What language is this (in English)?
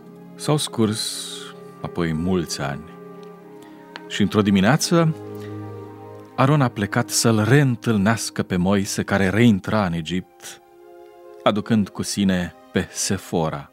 Romanian